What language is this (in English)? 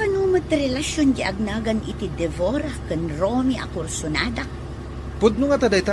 Iloko